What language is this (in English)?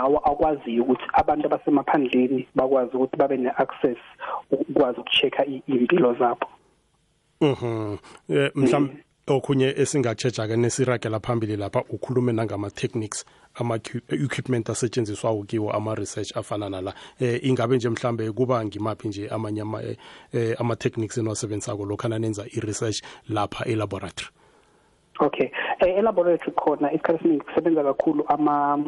South Ndebele